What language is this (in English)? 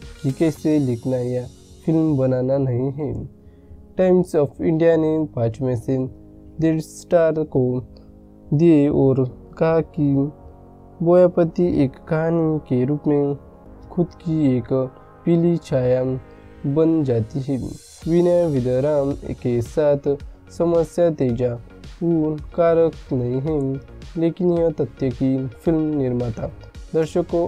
Hindi